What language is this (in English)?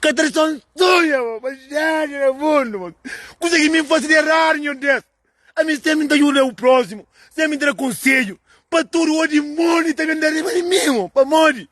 Kabuverdianu